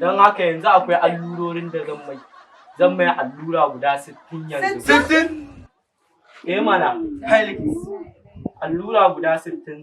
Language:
Hausa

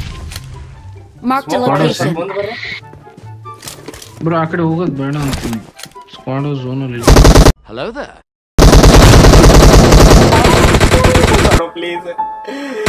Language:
Kannada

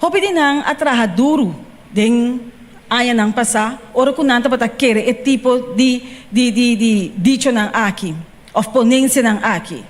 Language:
Papiamento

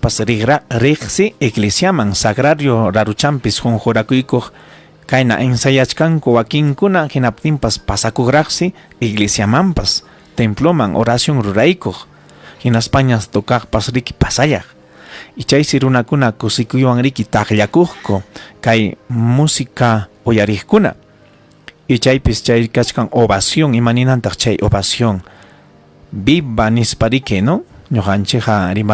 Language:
Ayacucho Quechua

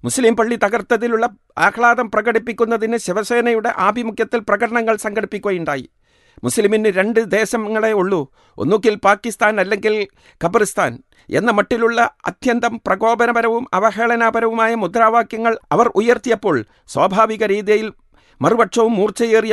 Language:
Malayalam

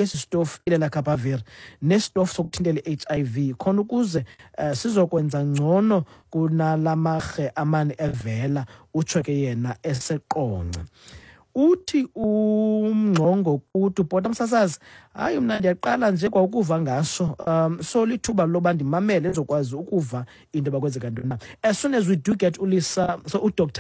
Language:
Xhosa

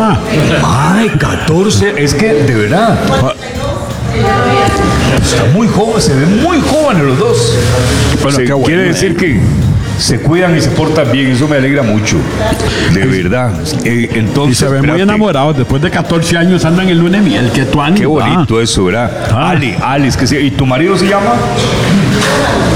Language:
Spanish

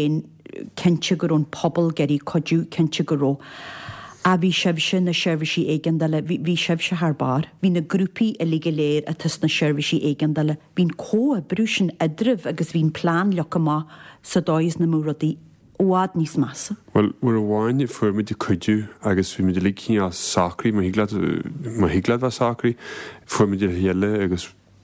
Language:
Irish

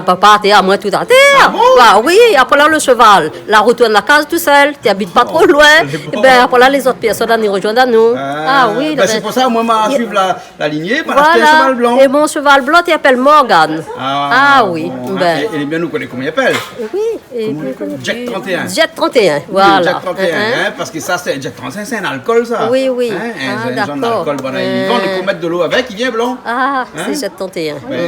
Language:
Réunion Creole French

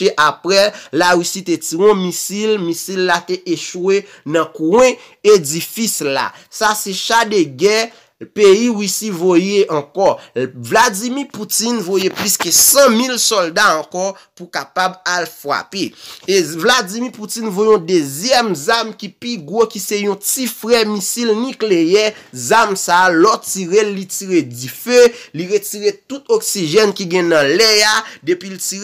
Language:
Haitian Creole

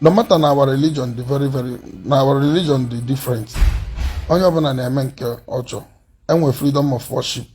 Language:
Igbo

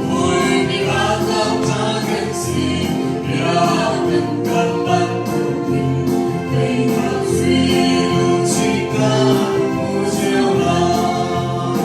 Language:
Hakha Chin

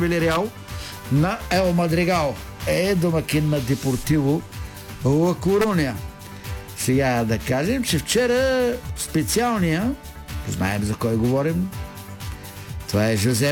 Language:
Bulgarian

